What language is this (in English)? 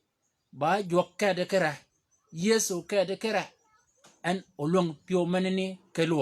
Shilluk